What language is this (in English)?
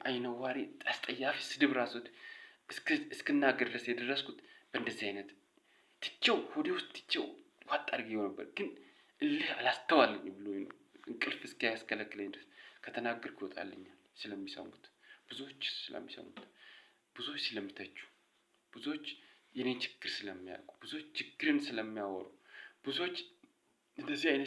Amharic